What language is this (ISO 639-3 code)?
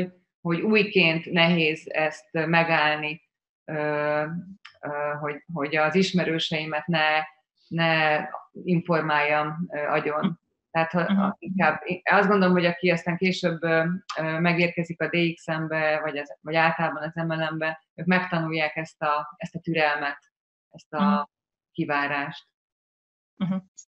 hun